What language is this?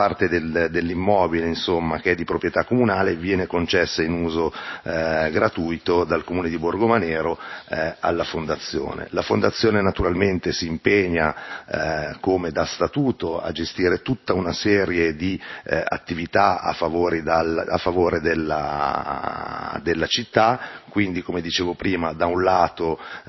Italian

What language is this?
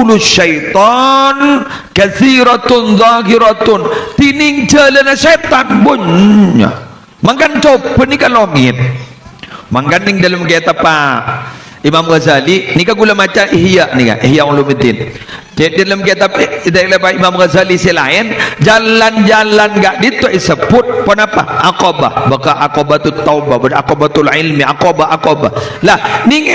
Madurese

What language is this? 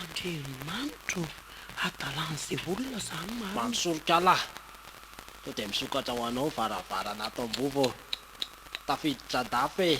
Malagasy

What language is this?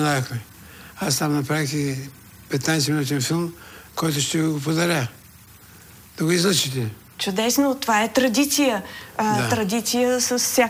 Bulgarian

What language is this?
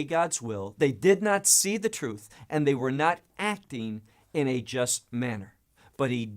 English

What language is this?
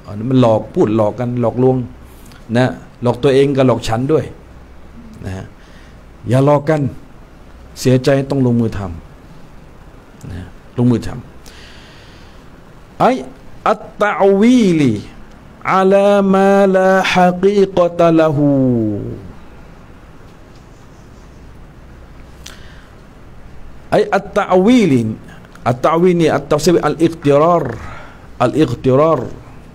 Thai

